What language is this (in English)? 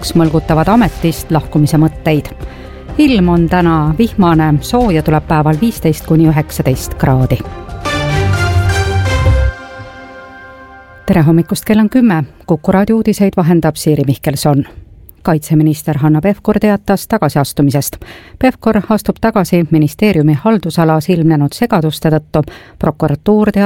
Estonian